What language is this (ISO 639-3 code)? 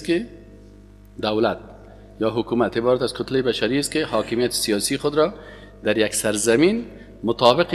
fas